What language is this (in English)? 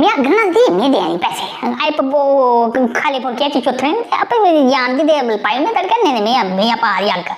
Dogri